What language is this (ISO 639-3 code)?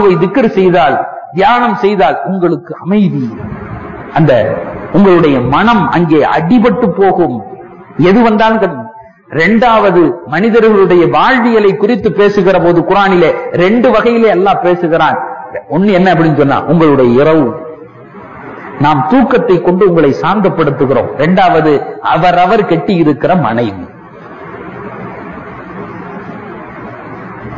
tam